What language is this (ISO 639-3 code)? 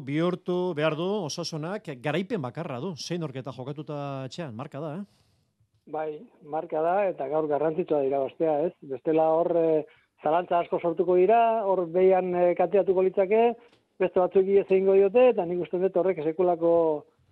eus